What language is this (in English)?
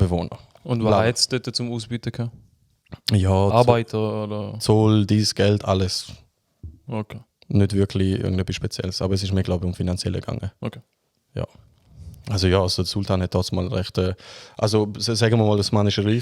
Swiss German